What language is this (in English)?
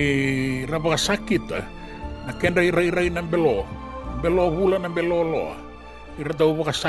Fijian